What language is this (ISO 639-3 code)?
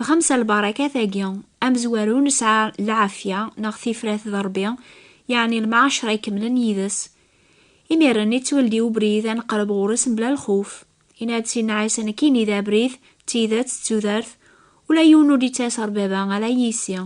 kab